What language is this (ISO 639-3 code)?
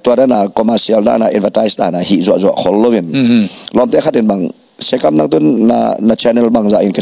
ctd